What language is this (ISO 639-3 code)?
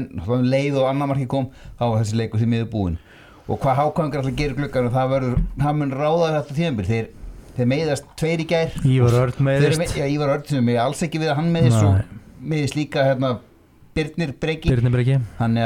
isl